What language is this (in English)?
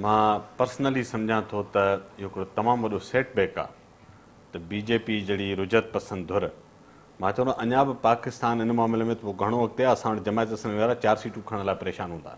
Sindhi